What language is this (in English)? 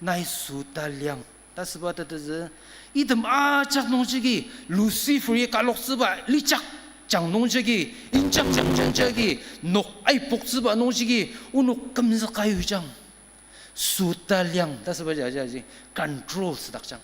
Ao Naga